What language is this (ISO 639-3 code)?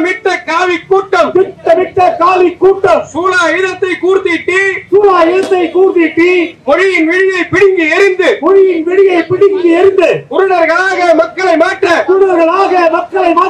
tam